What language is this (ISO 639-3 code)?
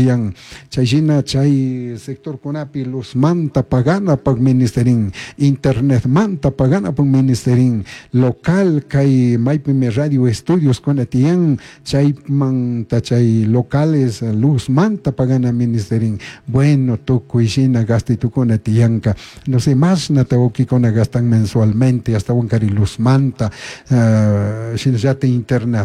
qug